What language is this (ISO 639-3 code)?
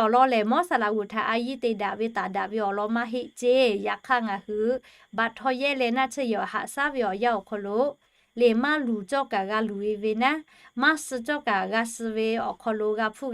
lhu